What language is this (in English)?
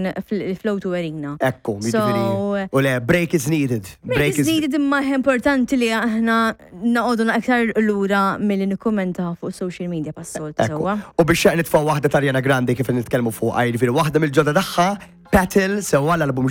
Maltese